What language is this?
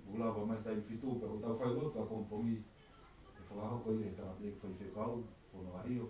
Tongan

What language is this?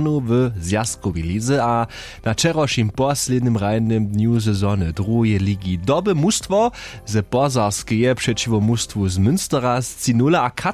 Upper Sorbian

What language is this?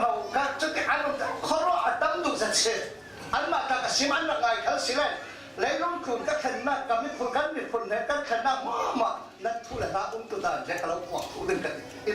Falam Chin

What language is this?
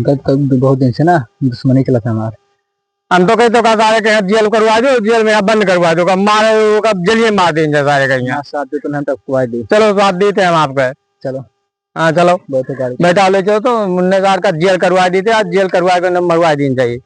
Awadhi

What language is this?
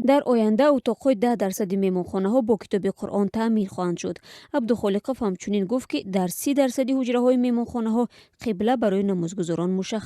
Tajik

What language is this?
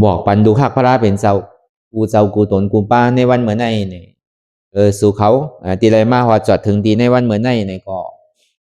Shan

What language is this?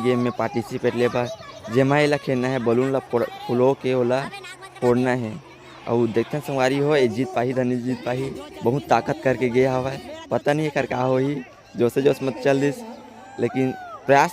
Chhattisgarhi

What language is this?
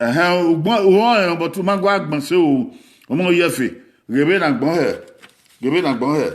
Bini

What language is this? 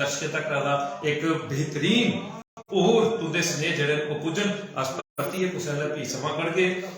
Dogri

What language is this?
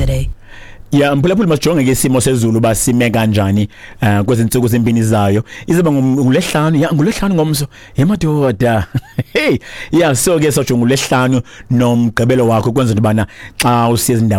Xhosa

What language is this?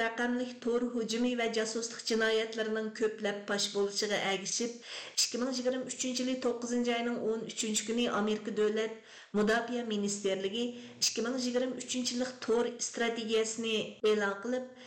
Uyghur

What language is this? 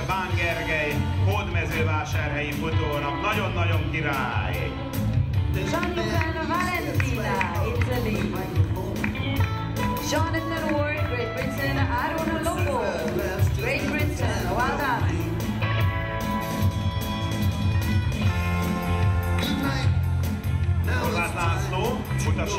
Hungarian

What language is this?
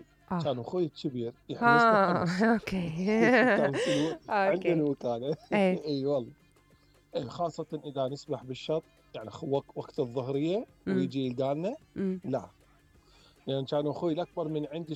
Mesopotamian Arabic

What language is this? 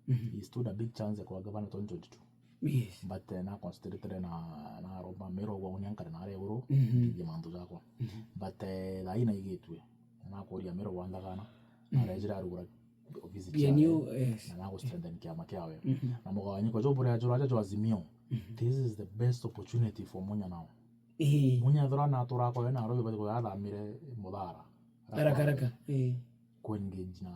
Meru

